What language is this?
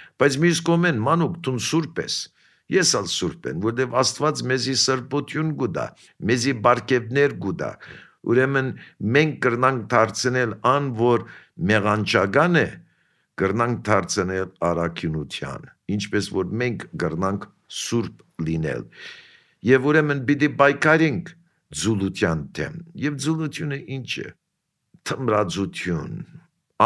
Armenian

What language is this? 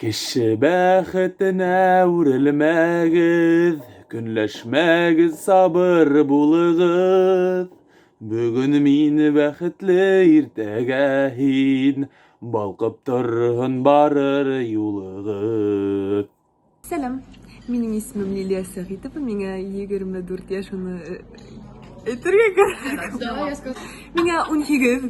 Bashkir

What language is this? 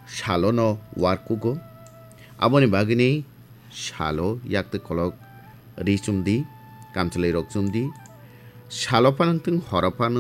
Kok Borok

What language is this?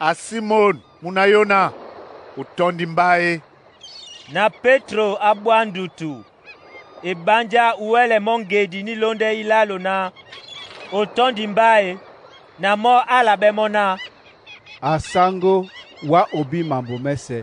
Duala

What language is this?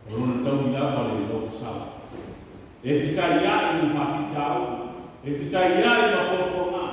Samoan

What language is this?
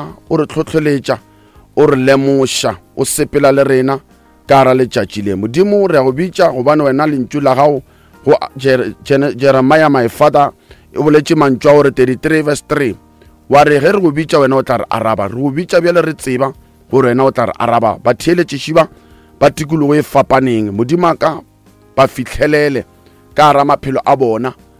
Northern Sotho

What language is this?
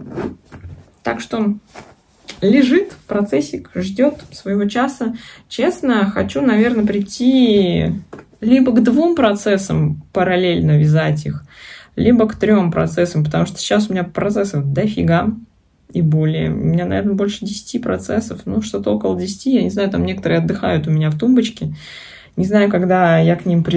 Russian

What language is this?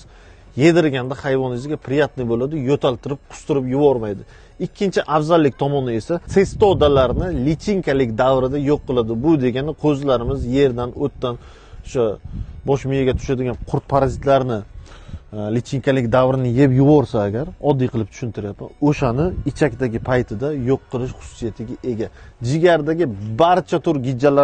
Uzbek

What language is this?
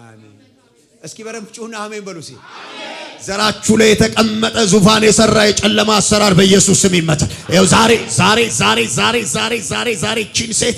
Amharic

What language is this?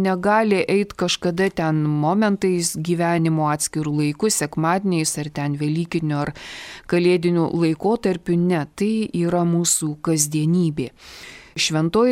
Lithuanian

